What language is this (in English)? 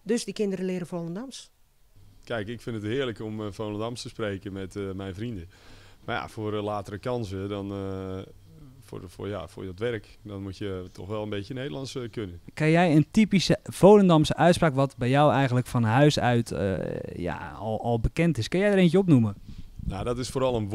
Dutch